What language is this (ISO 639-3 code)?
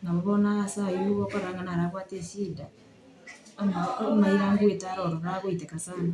guz